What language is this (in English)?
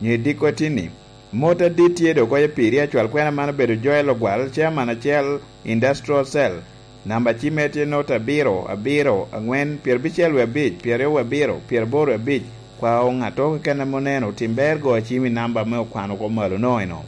Lango (Uganda)